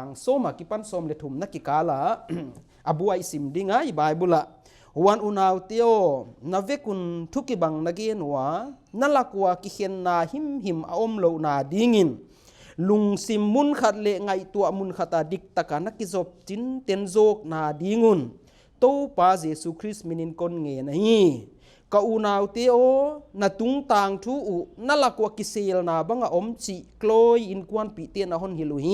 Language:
Paite Chin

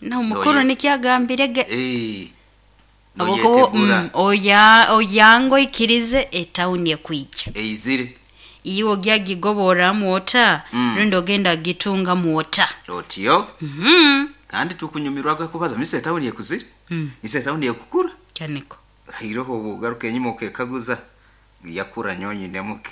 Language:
Nyankole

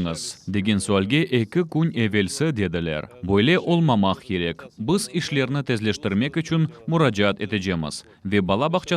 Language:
Crimean Tatar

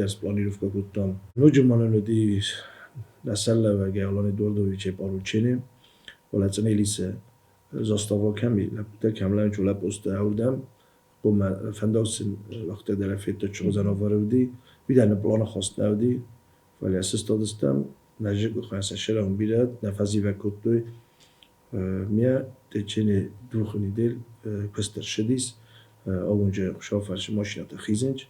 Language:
Ossetic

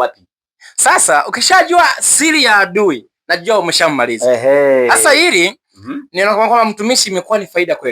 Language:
Swahili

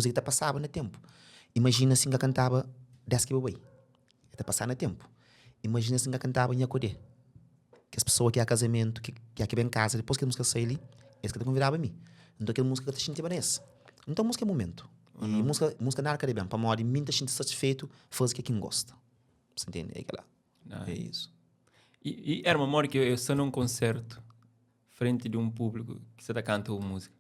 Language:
Kabuverdianu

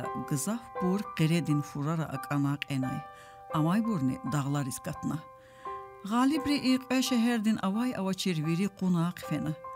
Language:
Lezghian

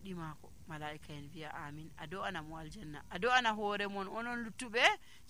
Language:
Nigerian Fulfulde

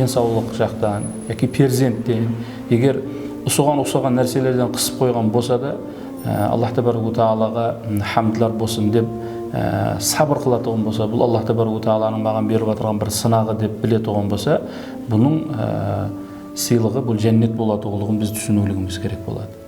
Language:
Kara-Kalpak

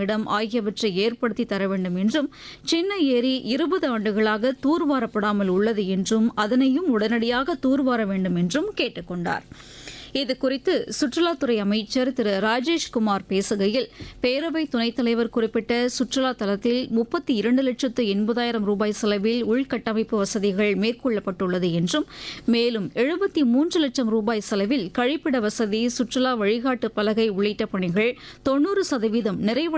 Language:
Tamil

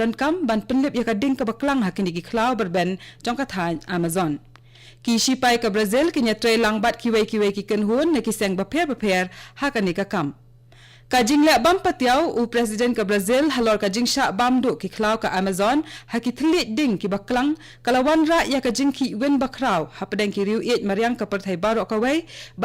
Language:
Khasi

